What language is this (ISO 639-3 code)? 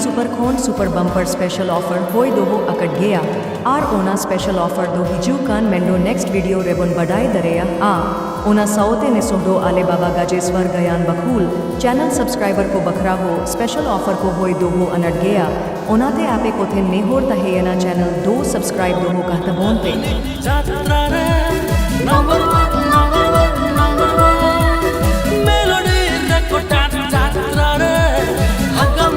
sat